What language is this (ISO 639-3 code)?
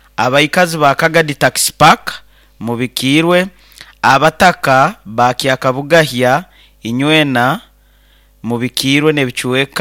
nyn